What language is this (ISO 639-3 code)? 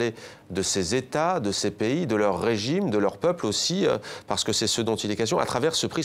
fra